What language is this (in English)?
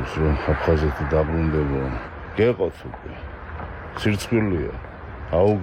Georgian